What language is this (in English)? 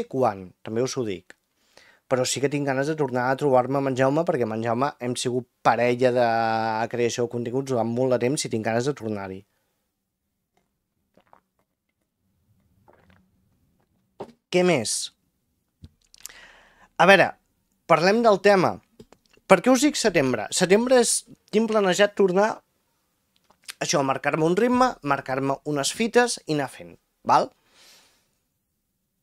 Catalan